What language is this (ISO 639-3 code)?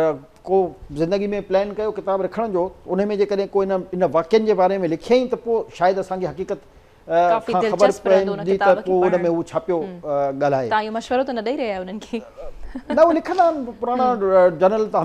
snd